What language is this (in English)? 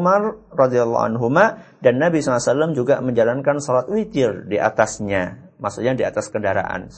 Indonesian